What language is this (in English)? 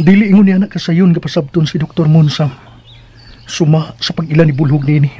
Cebuano